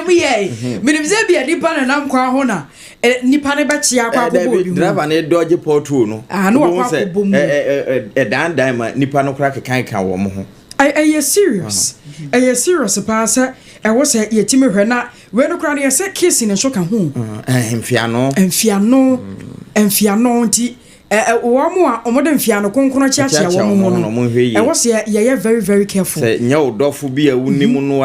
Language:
Akan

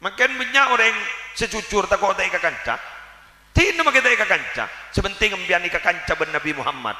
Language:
Madurese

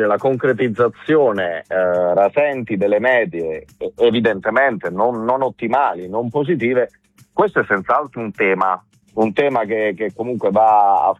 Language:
Italian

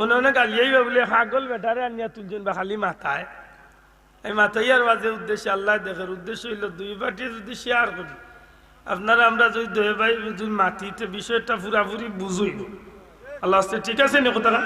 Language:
Sylheti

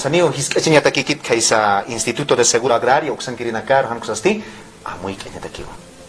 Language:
Aymara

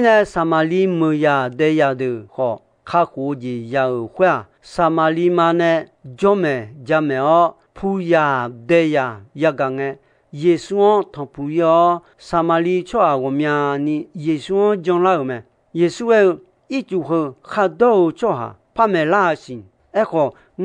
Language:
Akha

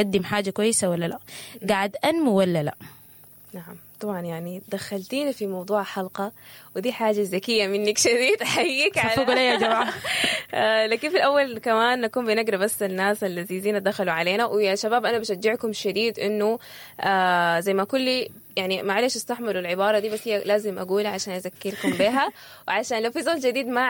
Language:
Sudanese Arabic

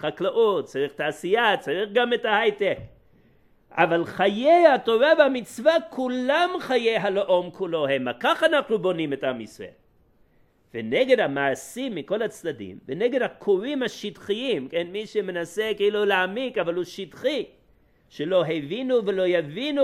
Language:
Hebrew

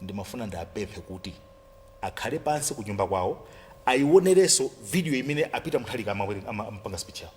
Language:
Nyanja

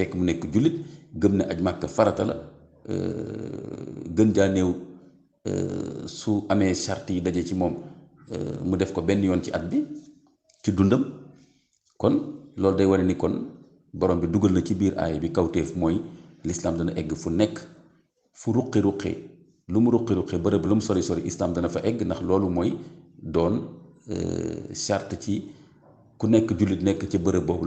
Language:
Wolof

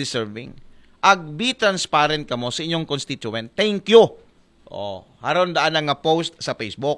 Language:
Aklanon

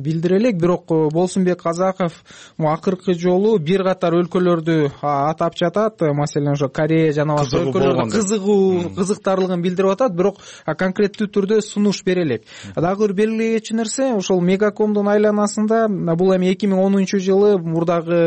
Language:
Kyrgyz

